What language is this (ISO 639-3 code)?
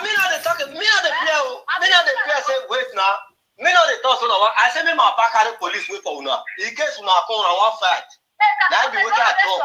pcm